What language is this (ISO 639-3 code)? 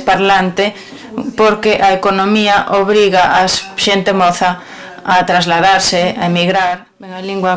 glg